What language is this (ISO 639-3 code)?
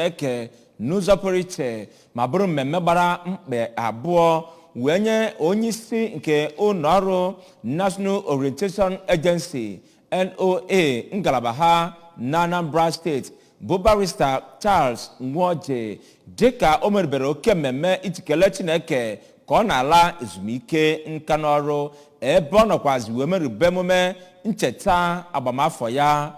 ibo